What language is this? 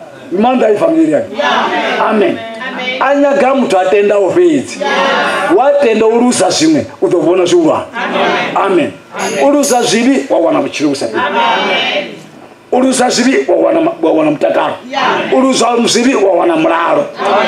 Venda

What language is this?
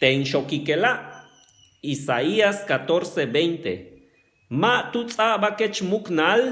Yucateco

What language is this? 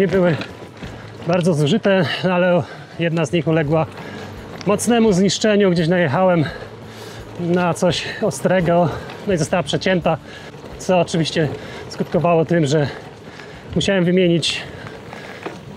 Polish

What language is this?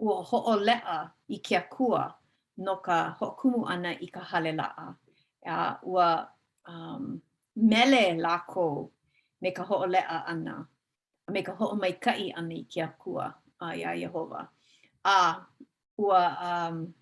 Hawaiian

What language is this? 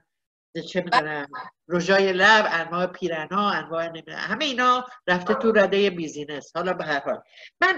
Persian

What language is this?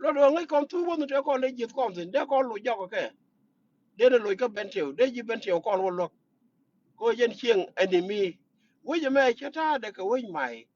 Nuer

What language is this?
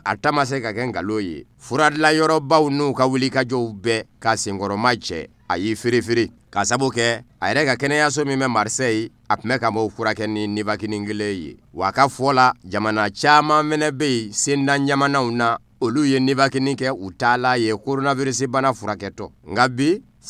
Bambara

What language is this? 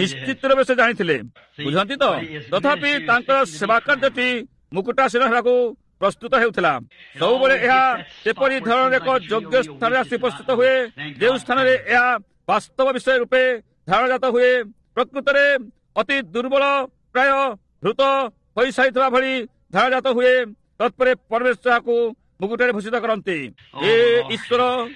Odia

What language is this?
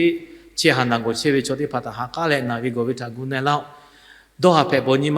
Lahu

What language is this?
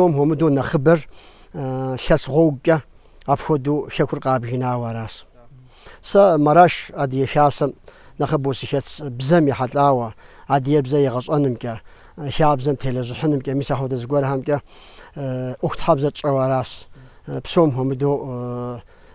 Kabardian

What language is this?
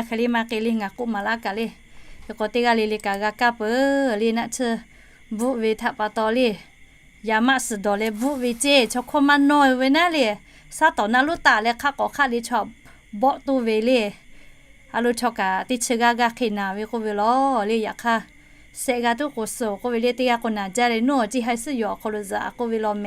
Lahu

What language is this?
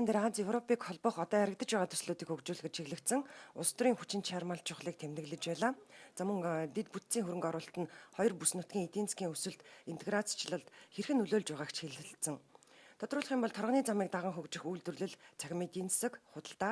Mongolian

